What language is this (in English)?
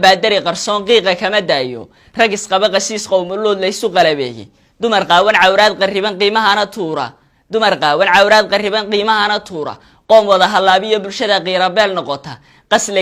Somali